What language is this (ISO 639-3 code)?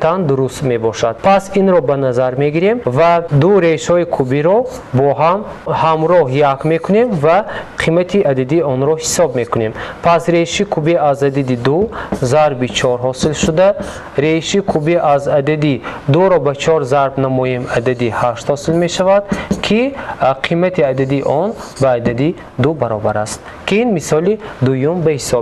tgk